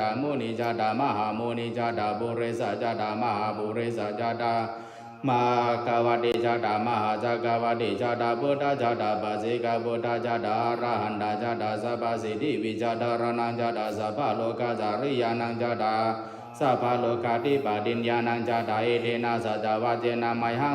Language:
Pali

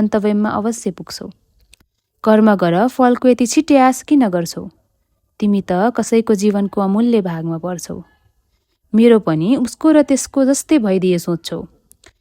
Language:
Nepali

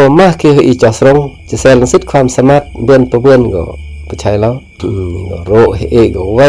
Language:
Khmu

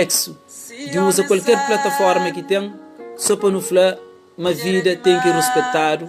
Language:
Kabuverdianu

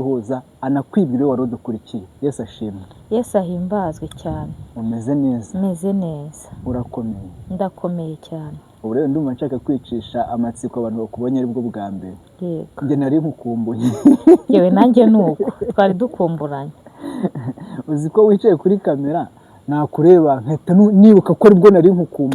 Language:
Kinyarwanda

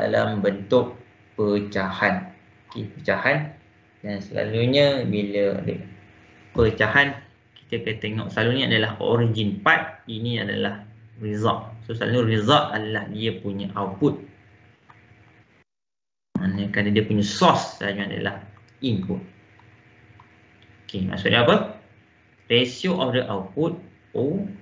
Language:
Malay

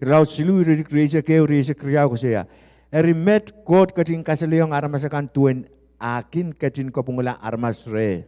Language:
Pohnpeian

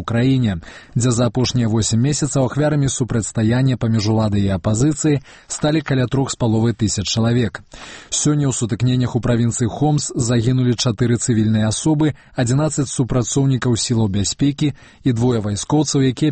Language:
Belarusian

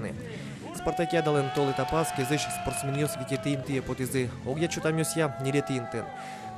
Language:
Udmurt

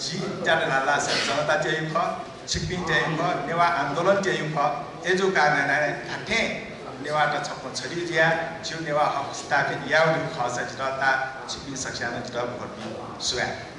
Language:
Newari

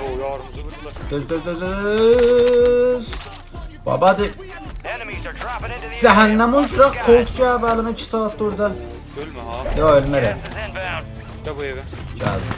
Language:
South Azerbaijani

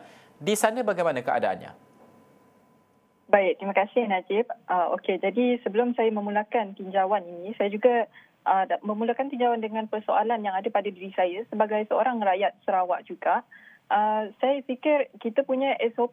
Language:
Malay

